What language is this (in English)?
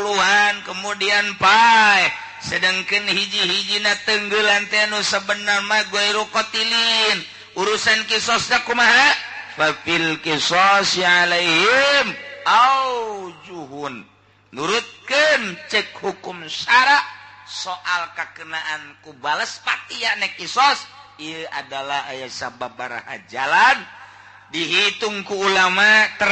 Sundanese